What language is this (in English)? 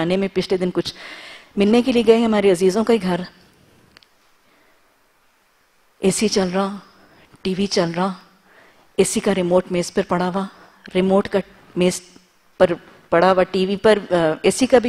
Urdu